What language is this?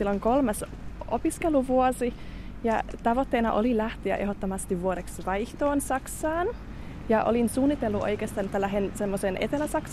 Finnish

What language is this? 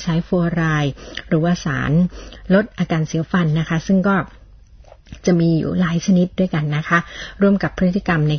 Thai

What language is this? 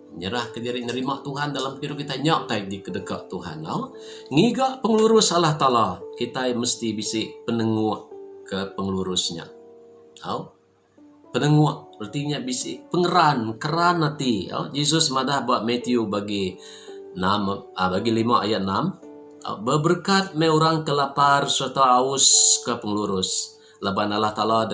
Iban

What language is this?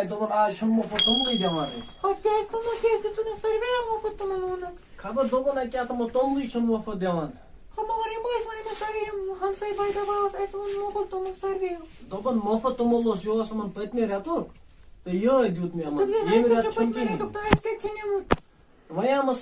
Kashmiri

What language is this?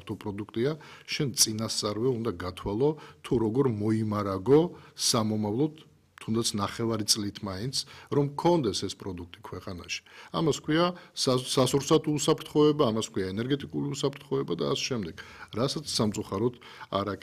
Georgian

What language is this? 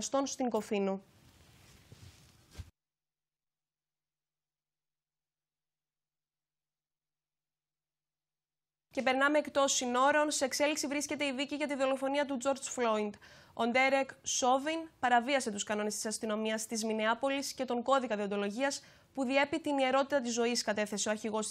Greek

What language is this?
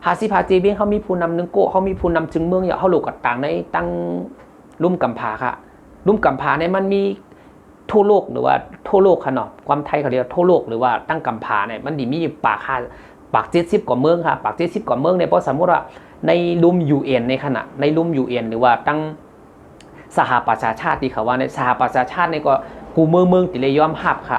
Shan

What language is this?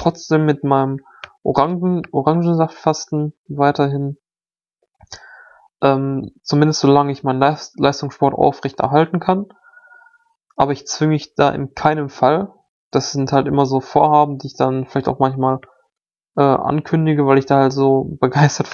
German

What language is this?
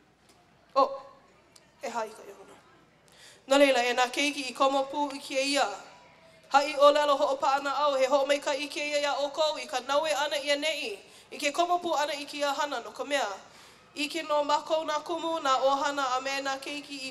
Hawaiian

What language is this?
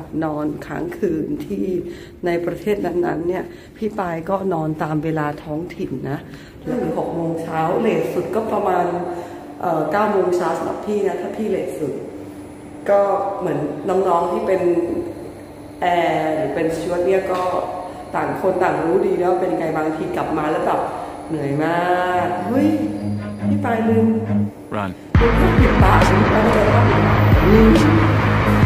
Thai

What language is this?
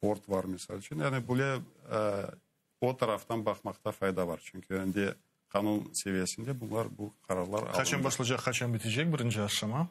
Crimean Tatar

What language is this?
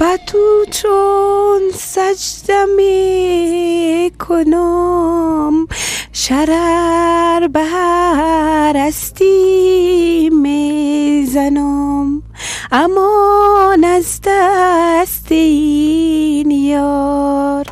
Persian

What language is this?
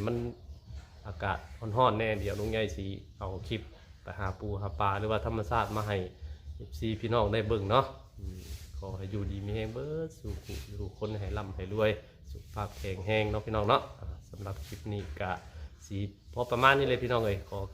Northeastern Thai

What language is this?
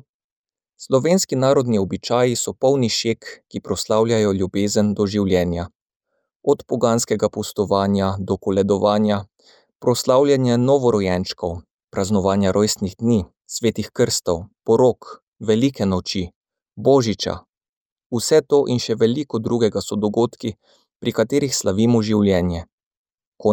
Slovenian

